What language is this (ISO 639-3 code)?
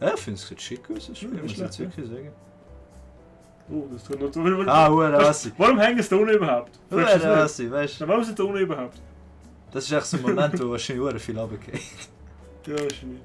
gsw